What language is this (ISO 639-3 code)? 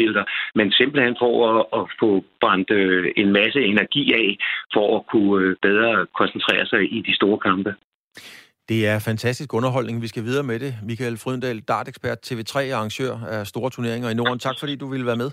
dan